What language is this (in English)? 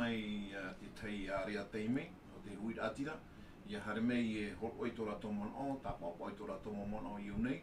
Tahitian